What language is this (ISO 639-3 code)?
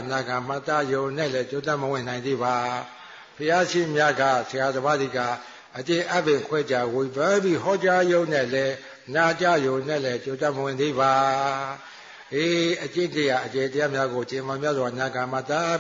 mya